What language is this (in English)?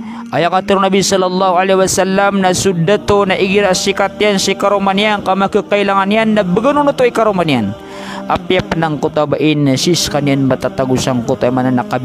Maranao